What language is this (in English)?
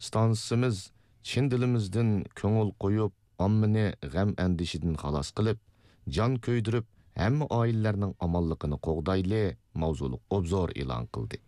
Uyghur